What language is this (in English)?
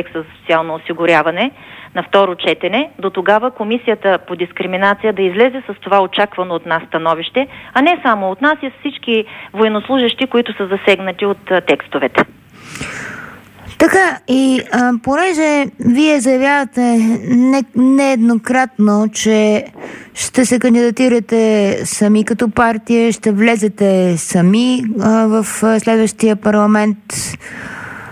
Bulgarian